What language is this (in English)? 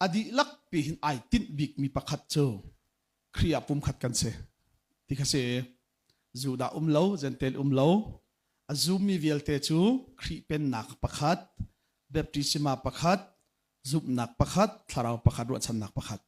Hakha Chin